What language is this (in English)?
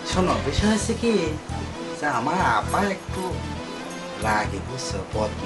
Bangla